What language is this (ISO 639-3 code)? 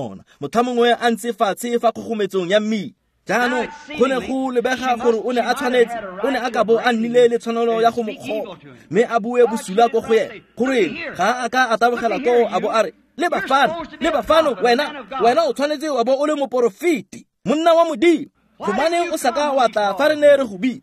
tsn